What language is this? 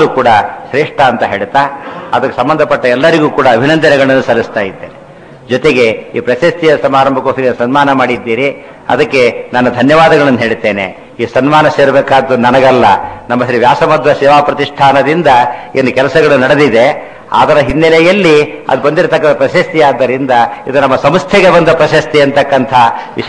Kannada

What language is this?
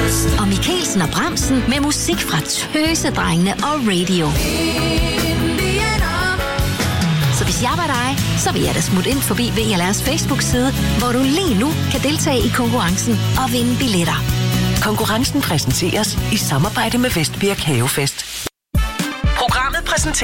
Danish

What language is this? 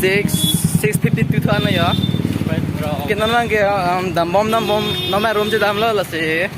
Karbi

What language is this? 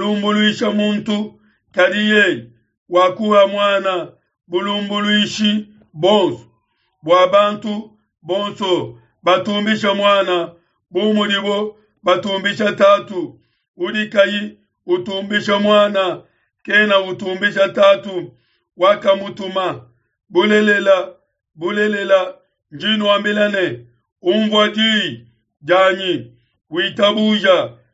Luba-Lulua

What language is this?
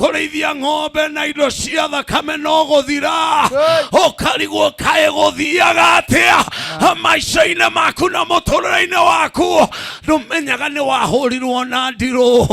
Kikuyu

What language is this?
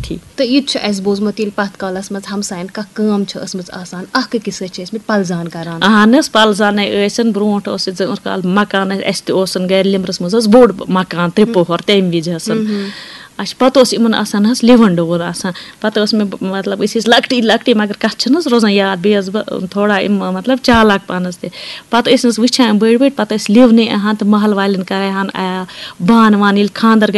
Kashmiri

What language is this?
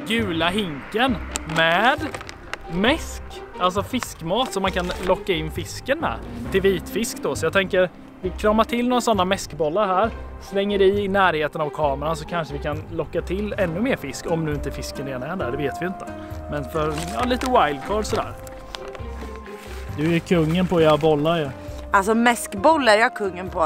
Swedish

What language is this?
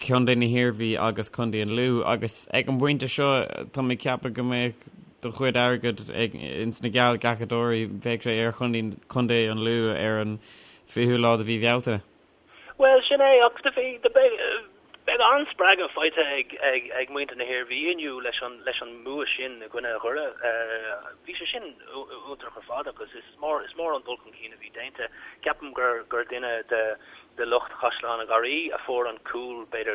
Irish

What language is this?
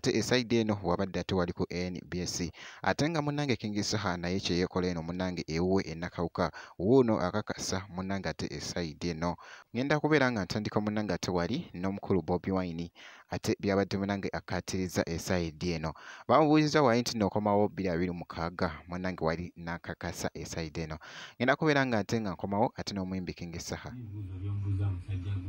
Ganda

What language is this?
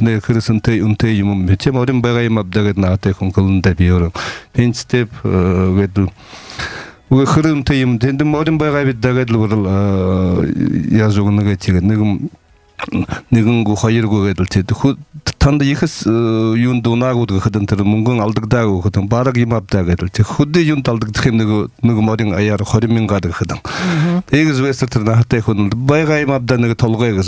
Buriat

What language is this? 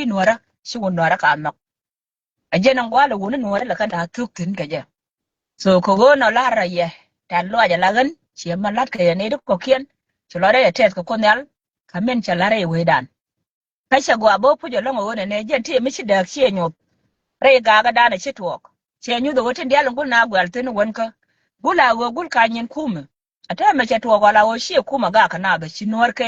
Nuer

